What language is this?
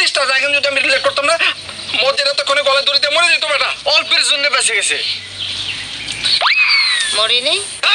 Bangla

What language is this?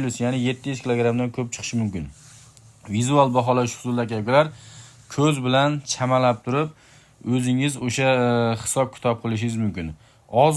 Uzbek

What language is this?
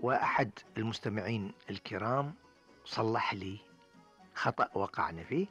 Gulf Arabic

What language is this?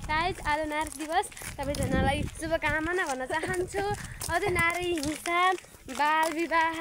Nepali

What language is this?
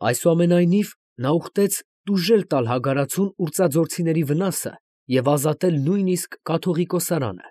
Armenian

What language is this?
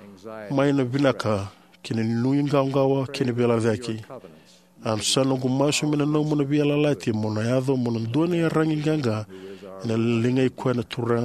Fijian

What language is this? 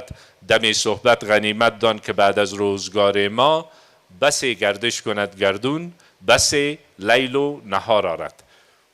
Persian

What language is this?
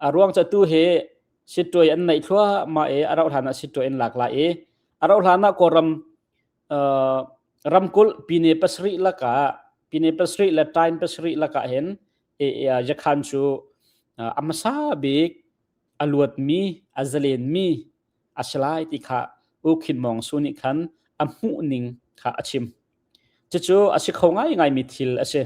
Hakha Chin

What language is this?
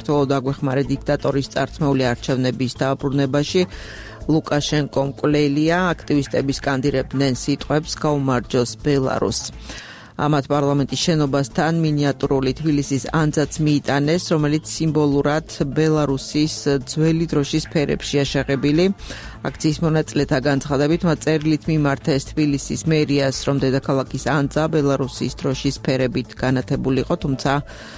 Georgian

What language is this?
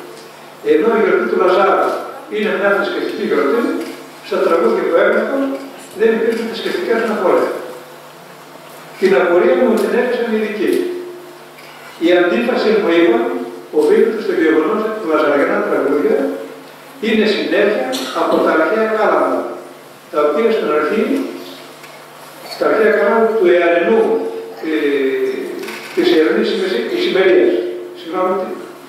Greek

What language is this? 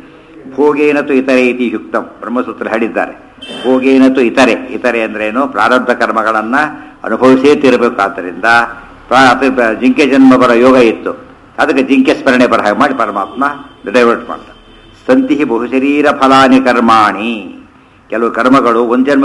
Kannada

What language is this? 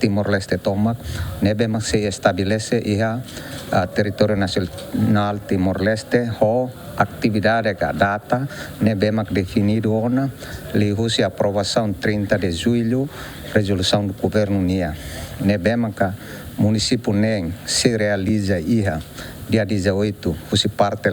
Tetum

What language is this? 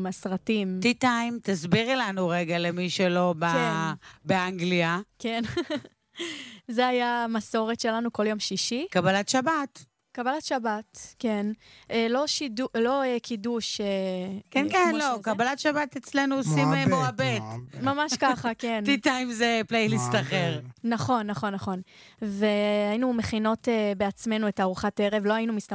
Hebrew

